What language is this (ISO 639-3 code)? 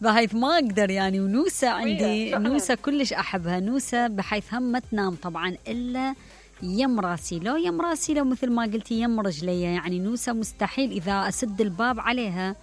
acm